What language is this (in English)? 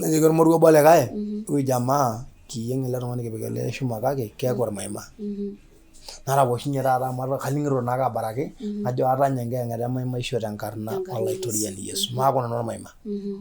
Masai